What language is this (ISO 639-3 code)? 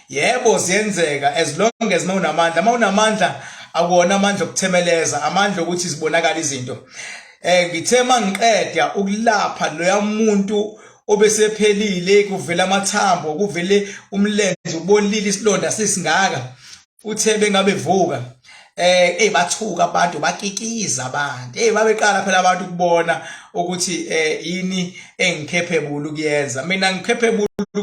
zul